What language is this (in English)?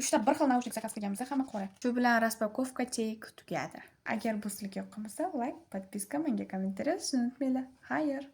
Uzbek